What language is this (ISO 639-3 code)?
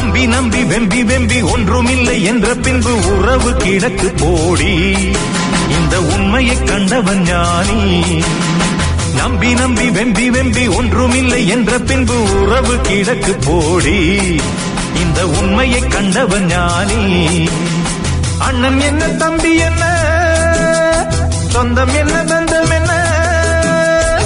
tam